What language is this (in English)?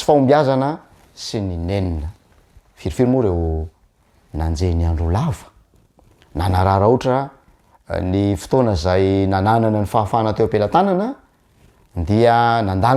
Malagasy